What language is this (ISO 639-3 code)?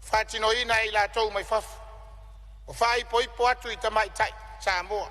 smo